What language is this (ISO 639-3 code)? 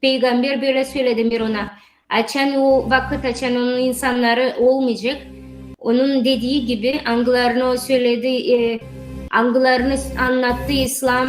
gag